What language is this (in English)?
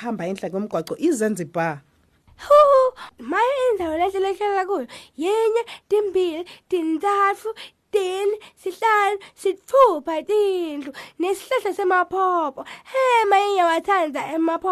Swati